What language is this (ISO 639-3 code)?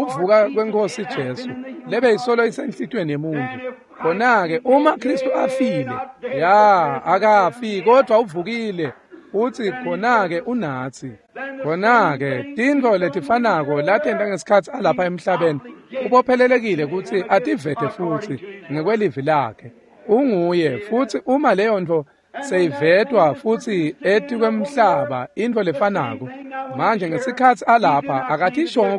ssw